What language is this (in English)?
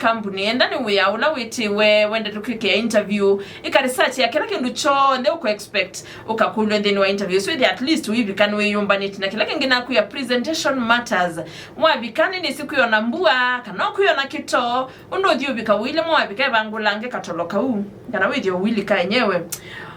Kamba